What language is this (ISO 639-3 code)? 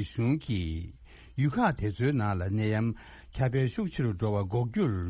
bod